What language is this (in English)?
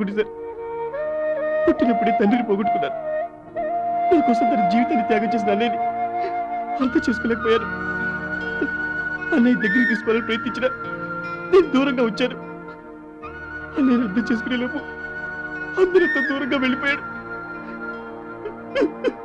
Telugu